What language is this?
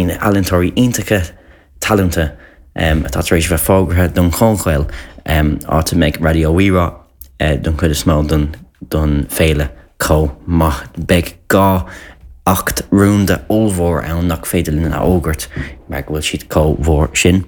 Irish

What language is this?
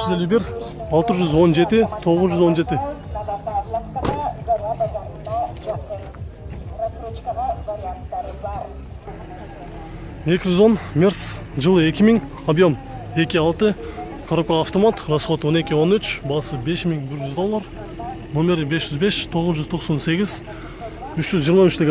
Kyrgyz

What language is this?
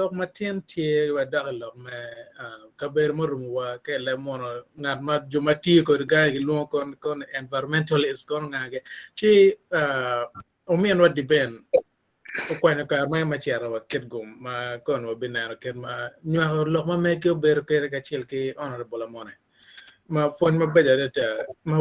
Acoli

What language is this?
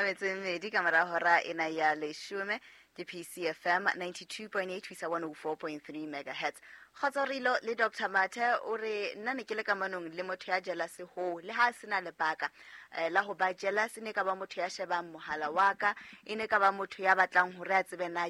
Southern Sotho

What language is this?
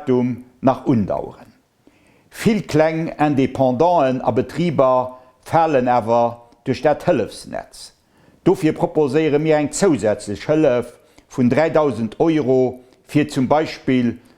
Luxembourgish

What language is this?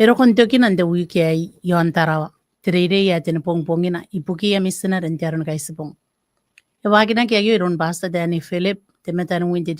Gilbertese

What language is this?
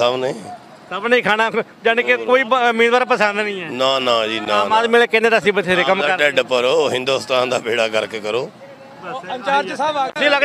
Punjabi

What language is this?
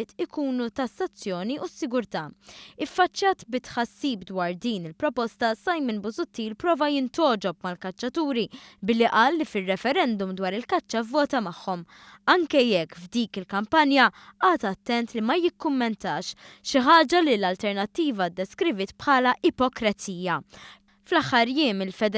Maltese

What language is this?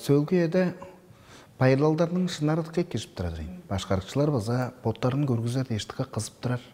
Tuvinian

